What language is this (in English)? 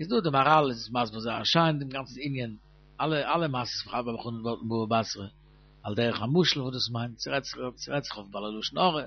Yiddish